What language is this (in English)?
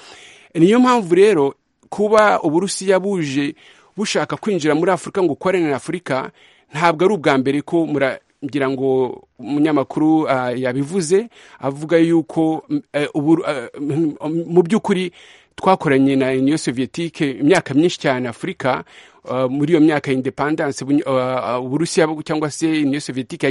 Kinyarwanda